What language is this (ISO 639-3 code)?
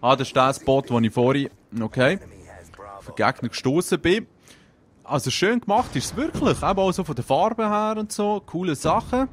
gsw